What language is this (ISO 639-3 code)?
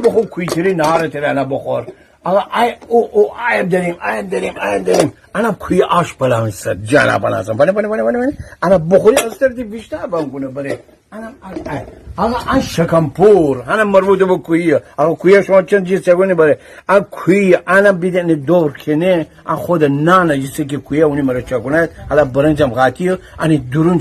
glk